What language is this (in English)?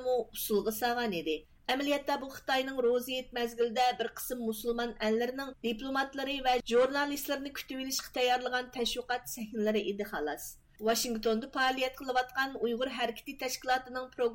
Uyghur